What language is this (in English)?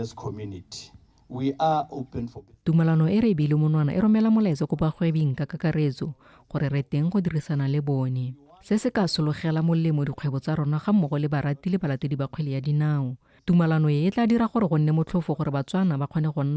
Tswana